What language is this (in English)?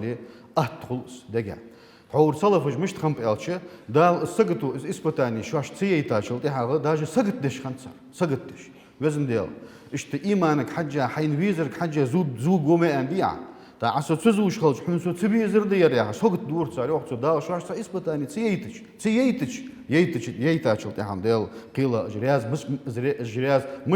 Ingush